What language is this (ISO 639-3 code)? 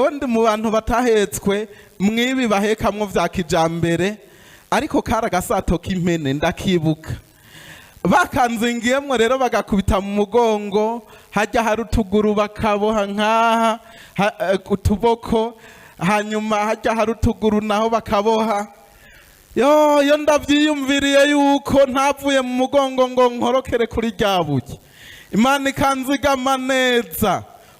run